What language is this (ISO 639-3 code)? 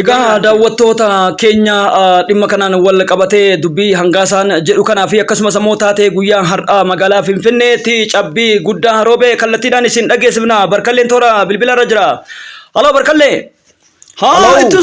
orm